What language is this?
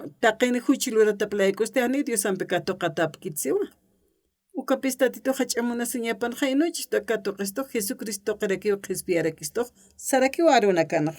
Aymara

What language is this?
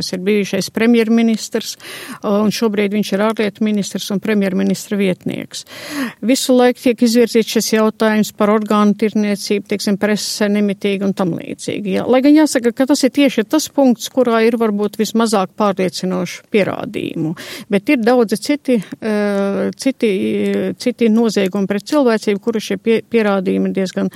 Latvian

